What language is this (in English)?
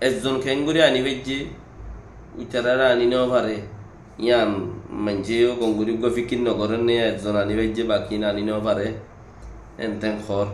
Rohingya